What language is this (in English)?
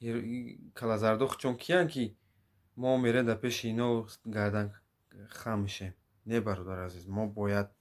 Tajik